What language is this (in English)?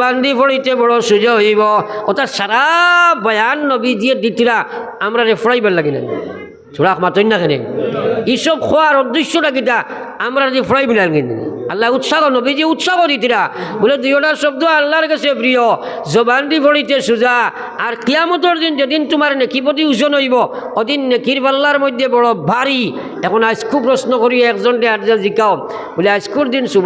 Sylheti